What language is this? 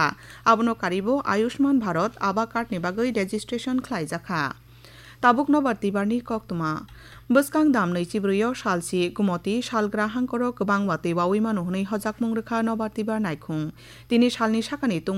Kok Borok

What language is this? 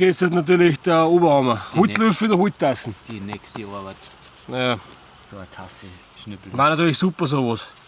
Bavarian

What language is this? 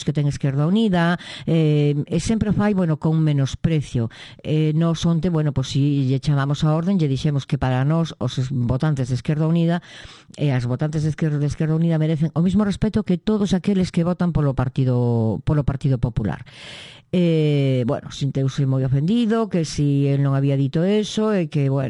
Galician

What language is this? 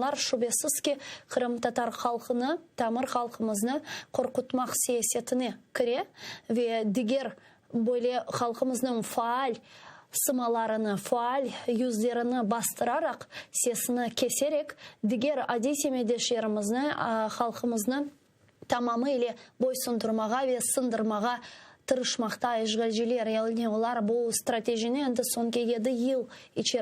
Crimean Tatar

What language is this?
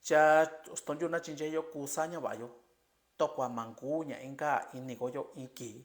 Mixtepec Mixtec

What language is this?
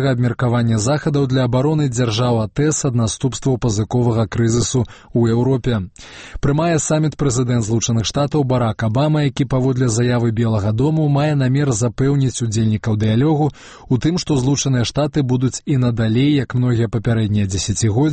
Belarusian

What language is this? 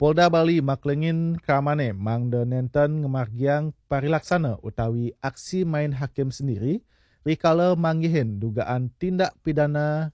Balinese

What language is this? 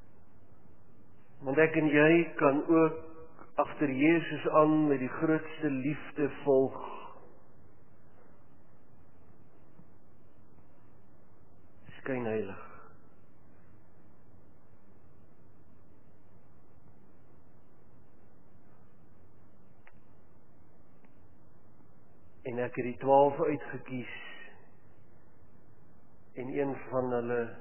Afrikaans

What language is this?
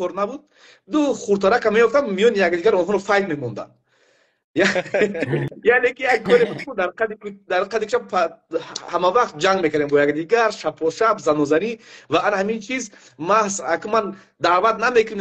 Persian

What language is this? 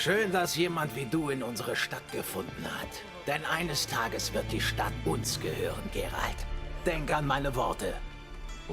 Swiss German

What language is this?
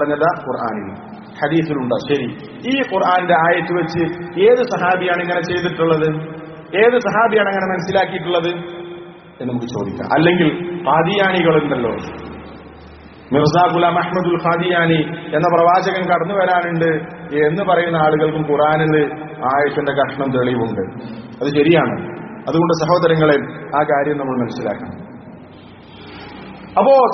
Malayalam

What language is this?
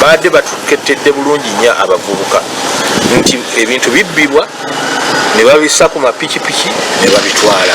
Ganda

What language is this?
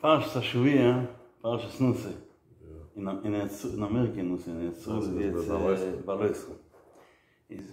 Yiddish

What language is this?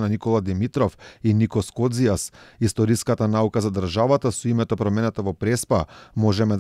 Macedonian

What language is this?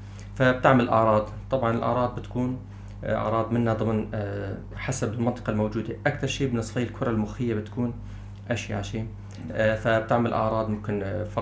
North Levantine Arabic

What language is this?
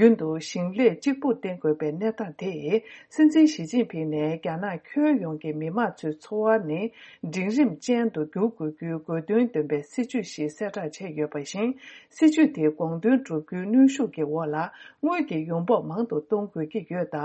Tibetan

